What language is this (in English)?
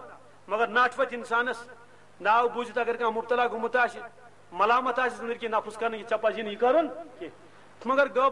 Kashmiri